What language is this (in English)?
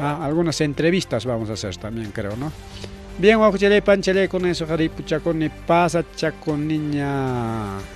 Ayacucho Quechua